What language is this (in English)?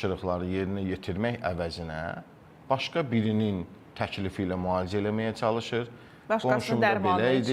Azerbaijani